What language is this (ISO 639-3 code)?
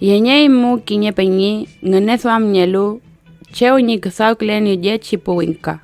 arn